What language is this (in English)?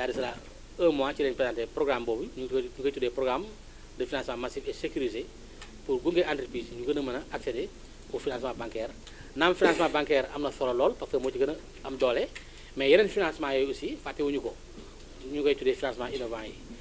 Wolof